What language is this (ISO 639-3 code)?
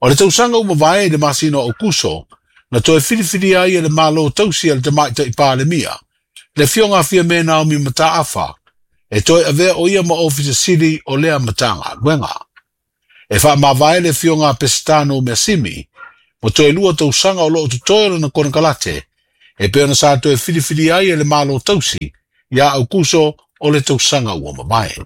smo